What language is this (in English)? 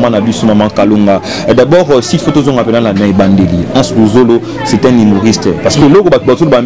Lingala